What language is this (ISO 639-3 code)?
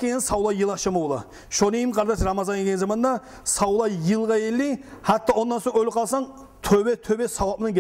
kum